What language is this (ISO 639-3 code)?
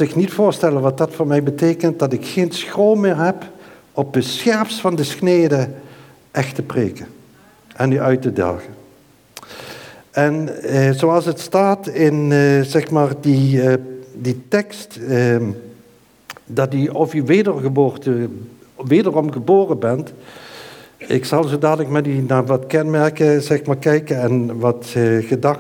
nld